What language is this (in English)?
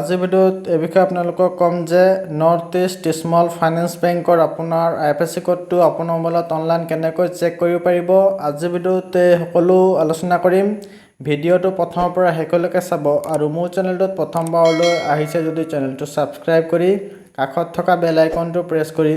Assamese